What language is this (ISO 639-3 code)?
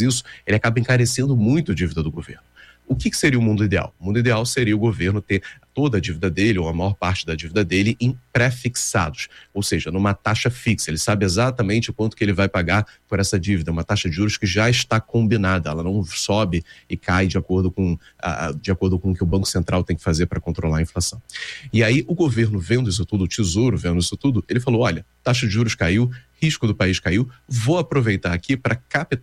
por